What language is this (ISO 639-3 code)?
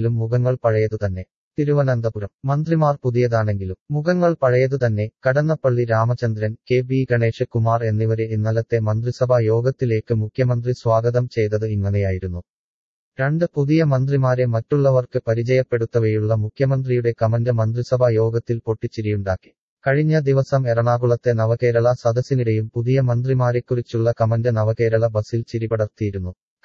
mal